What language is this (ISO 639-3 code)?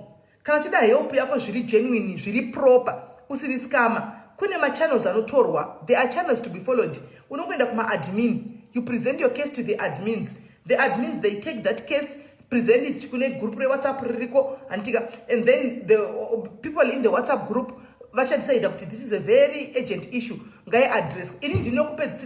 sna